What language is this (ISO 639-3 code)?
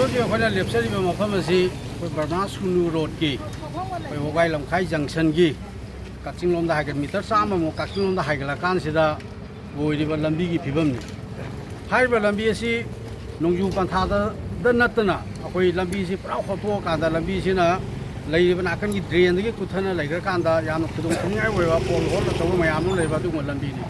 mni